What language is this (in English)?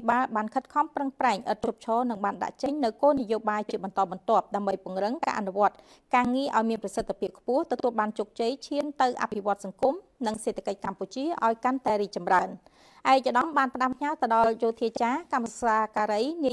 Khmer